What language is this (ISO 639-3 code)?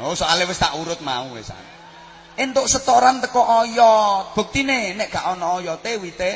jav